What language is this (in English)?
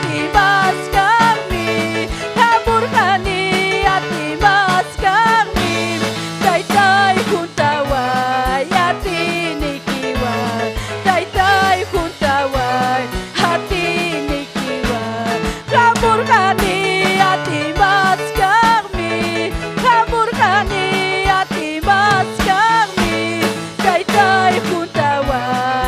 Ayacucho Quechua